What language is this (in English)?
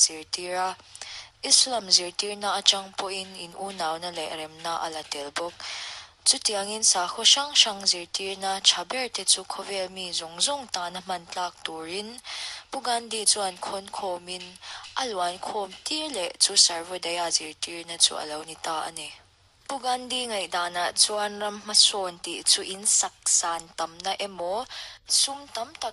Mizo